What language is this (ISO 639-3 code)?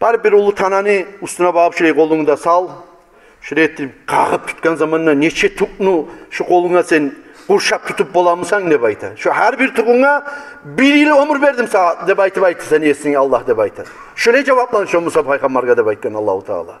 kum